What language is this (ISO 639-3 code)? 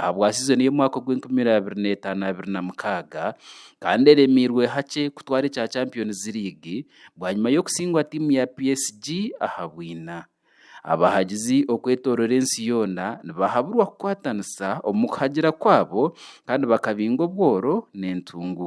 nyn